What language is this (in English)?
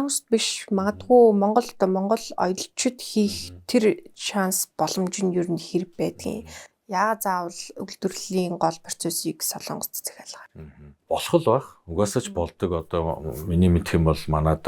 Mongolian